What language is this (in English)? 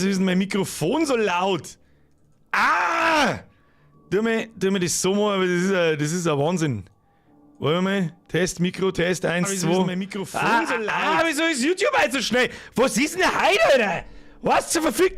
Bavarian